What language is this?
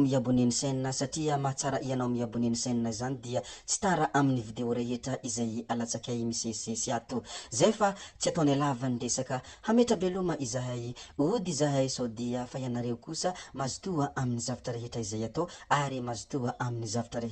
Malagasy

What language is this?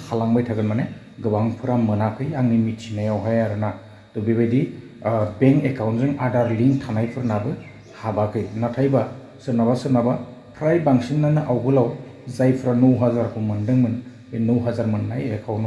Bodo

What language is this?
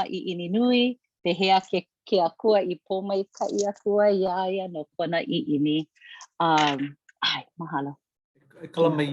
Hawaiian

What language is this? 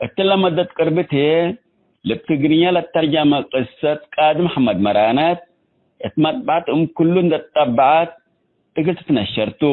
Tigre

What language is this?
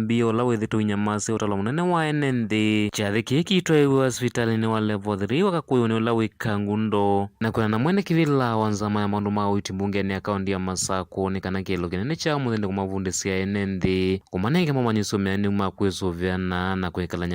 Kamba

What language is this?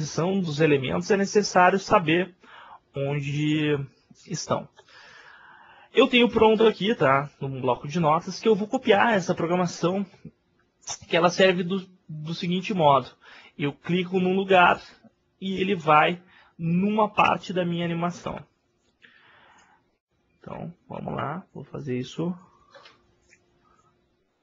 Portuguese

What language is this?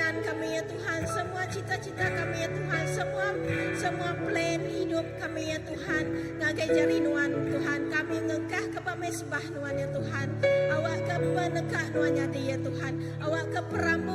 Iban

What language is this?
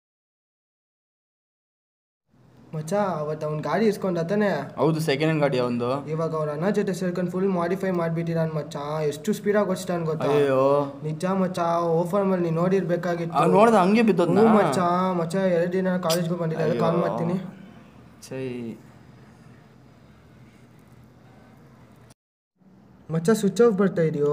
Kannada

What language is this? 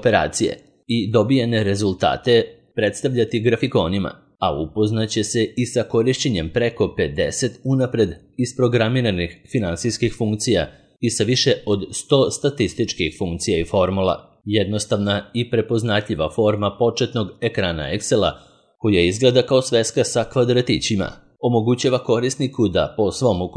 Serbian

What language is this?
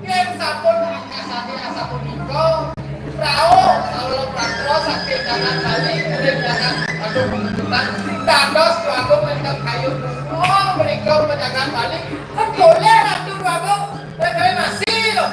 Balinese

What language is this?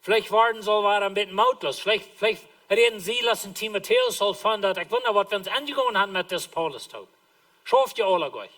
Plautdietsch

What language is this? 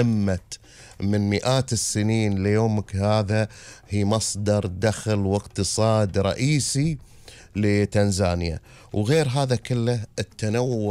Gulf Arabic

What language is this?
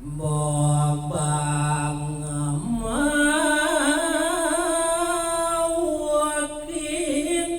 Balinese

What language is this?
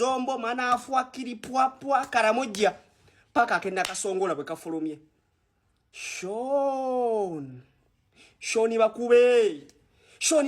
Ganda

